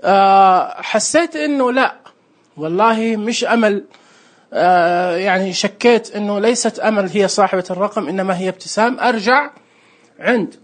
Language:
Najdi Arabic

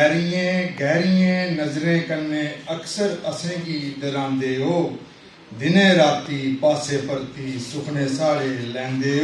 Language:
Dogri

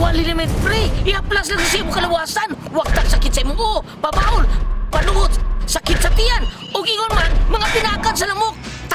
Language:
Cebuano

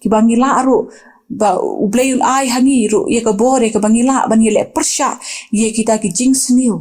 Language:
Khasi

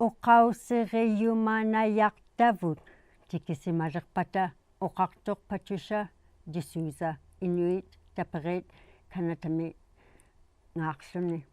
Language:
Inuktitut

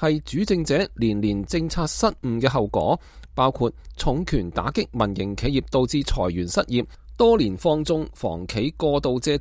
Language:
Cantonese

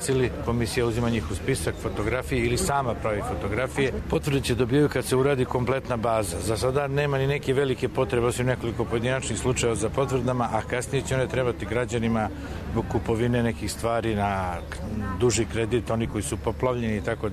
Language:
Serbian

